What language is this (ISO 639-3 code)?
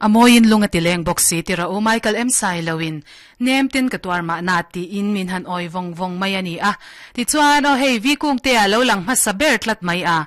lus